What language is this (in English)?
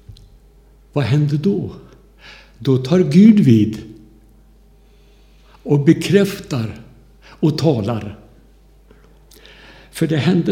Swedish